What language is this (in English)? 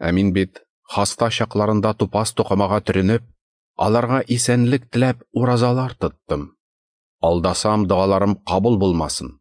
Tatar